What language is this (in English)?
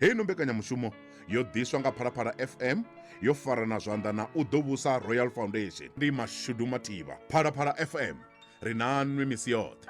Venda